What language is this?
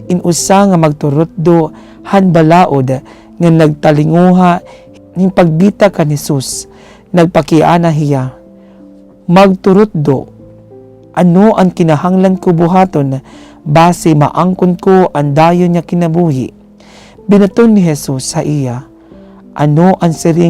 Waray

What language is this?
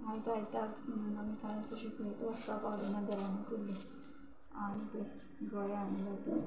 Konkani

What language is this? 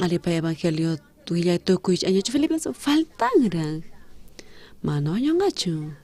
South Bolivian Quechua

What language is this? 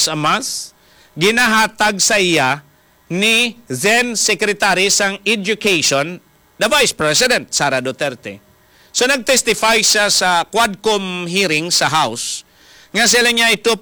Hiligaynon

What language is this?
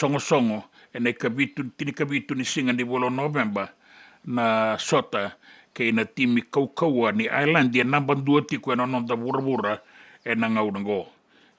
Fijian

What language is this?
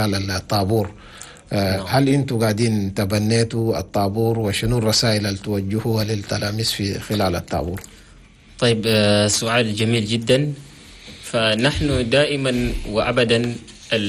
Chadian Arabic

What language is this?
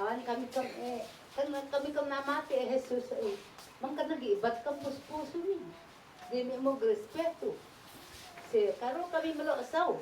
Isnag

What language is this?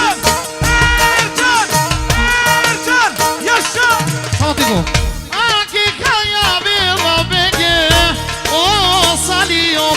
Romany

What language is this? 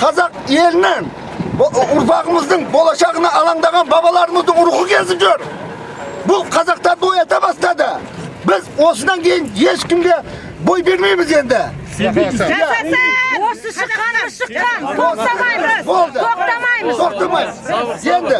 Kazakh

